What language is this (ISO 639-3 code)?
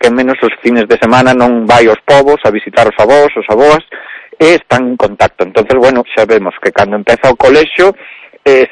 glg